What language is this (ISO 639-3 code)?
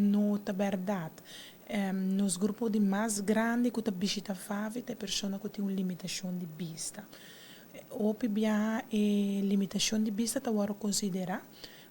pap